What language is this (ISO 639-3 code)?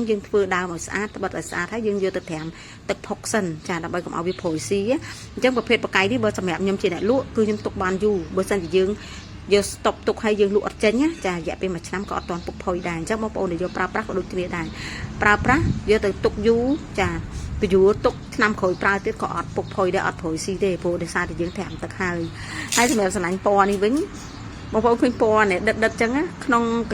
khm